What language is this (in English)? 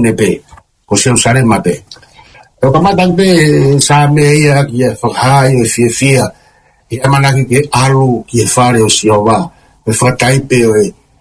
Tongan